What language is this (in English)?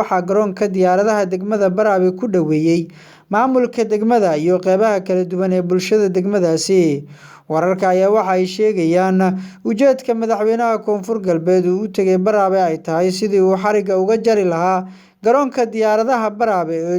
Somali